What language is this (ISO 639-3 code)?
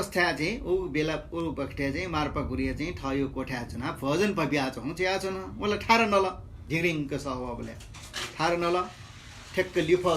new